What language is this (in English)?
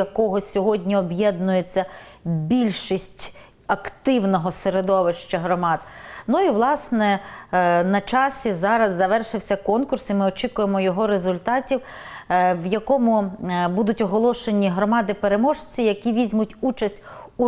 Ukrainian